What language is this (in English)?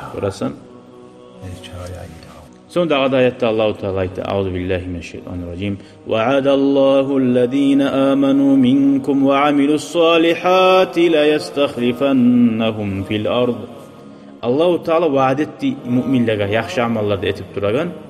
Kumyk